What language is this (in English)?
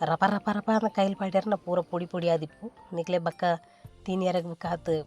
Tulu